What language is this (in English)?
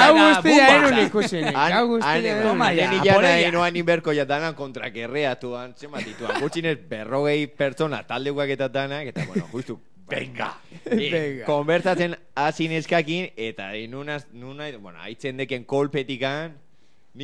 Basque